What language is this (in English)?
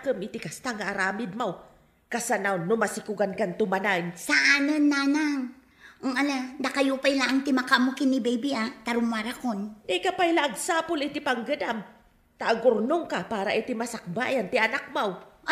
Iloko